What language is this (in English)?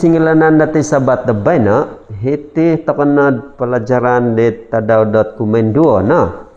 Central Dusun